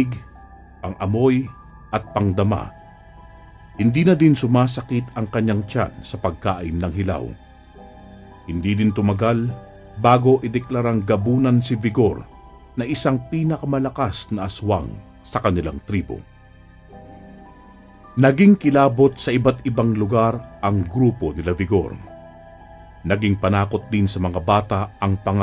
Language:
Filipino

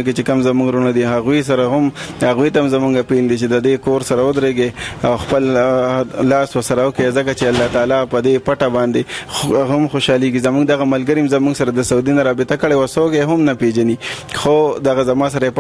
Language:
Pashto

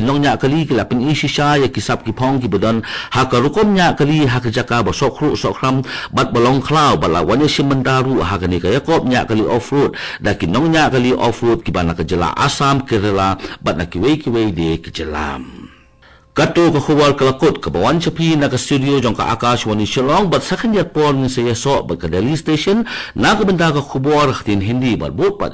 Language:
Khasi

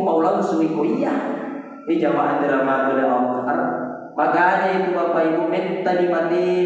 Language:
Buginese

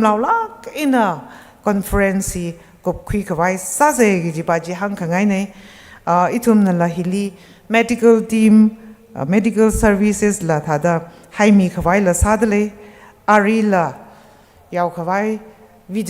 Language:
Tangkhul Naga (India)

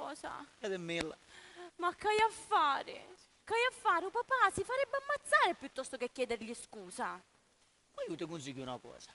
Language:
Sicilian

